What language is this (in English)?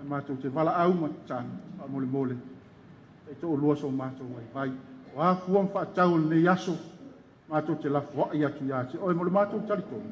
Samoan